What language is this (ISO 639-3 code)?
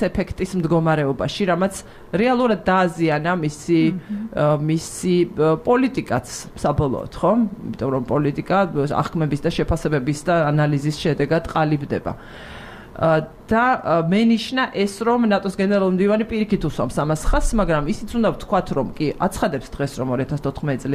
kat